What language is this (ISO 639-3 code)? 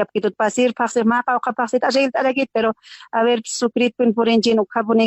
aym